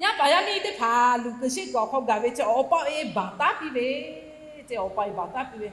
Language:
Lahu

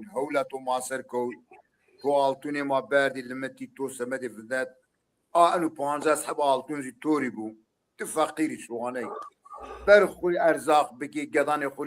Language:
Zaza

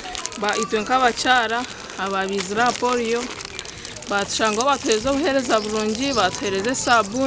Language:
Nyankole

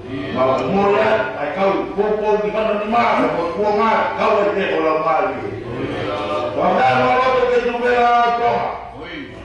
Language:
Tongan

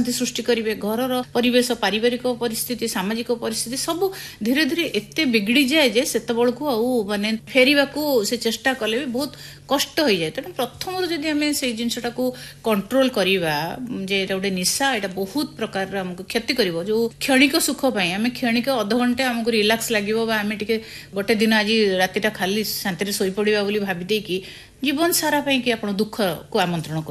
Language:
Odia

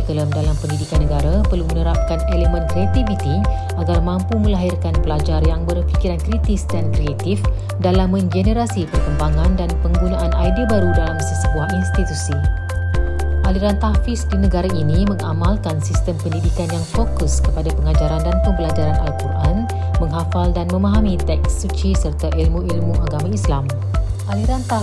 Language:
Malay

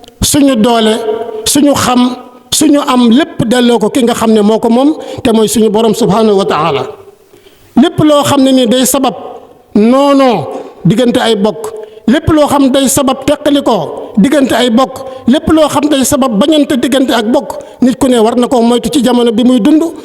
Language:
Wolof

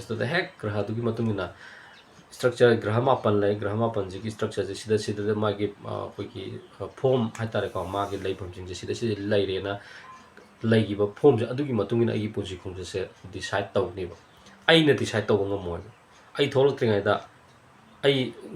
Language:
Manipuri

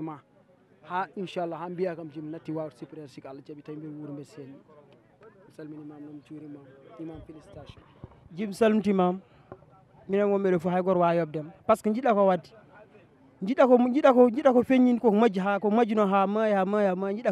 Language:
Fula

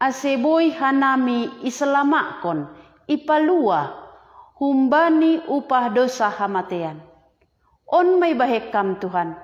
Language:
Batak Simalungun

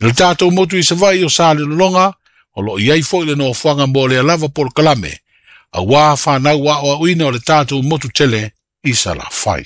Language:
Samoan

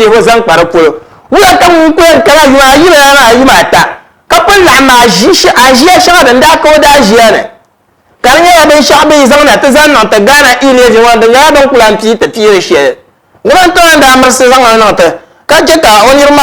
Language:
Dagbani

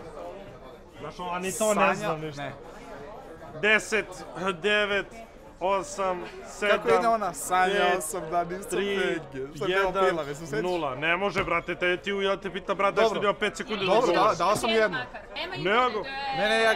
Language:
Serbian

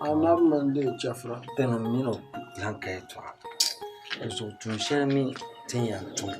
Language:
Dagbani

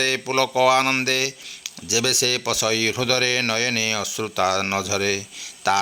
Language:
Odia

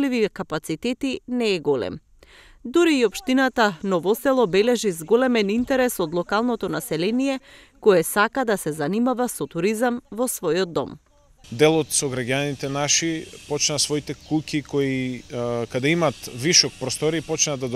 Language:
Macedonian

